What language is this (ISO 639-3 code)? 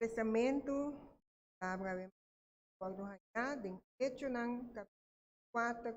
pap